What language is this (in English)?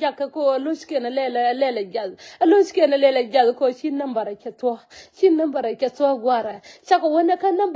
Nuer